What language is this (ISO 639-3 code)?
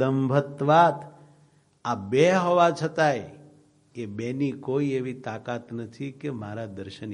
guj